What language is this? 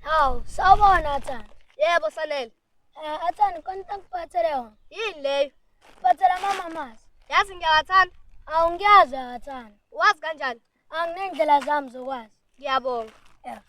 Zulu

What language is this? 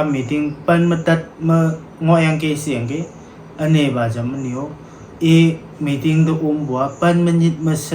Konyak Naga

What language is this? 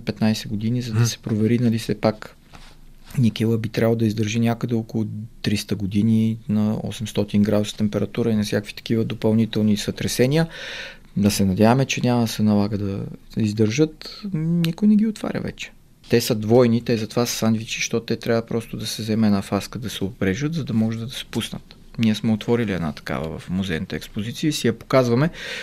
Bulgarian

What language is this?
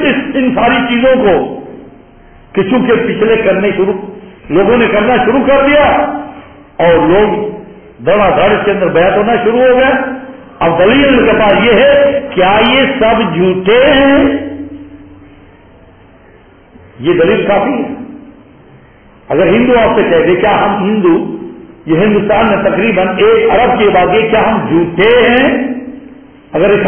Urdu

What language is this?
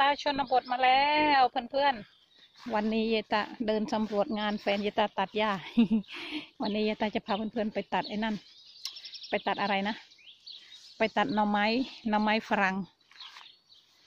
Thai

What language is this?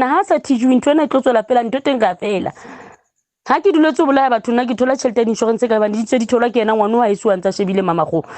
Southern Sotho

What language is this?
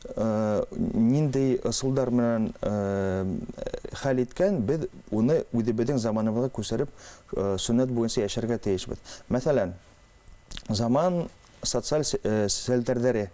Bashkir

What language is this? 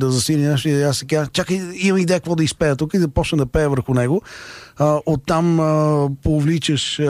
Bulgarian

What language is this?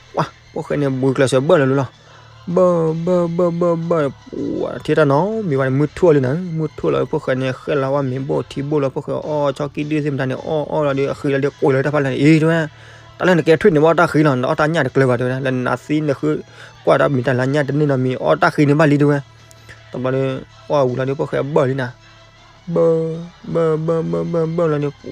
S'gaw Karen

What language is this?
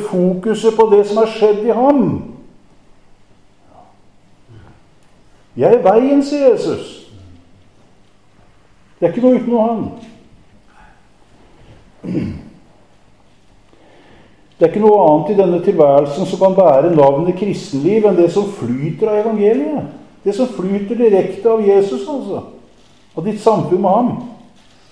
Norwegian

